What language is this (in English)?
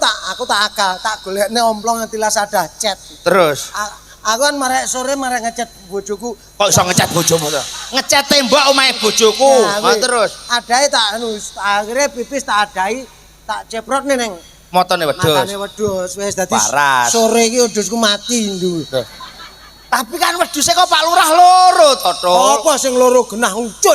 Javanese